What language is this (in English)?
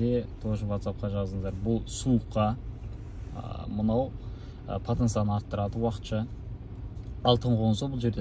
Kazakh